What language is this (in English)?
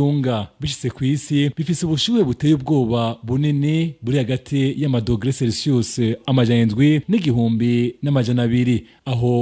Rundi